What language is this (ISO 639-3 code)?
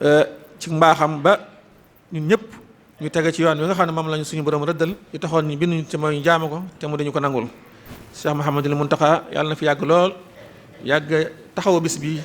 wol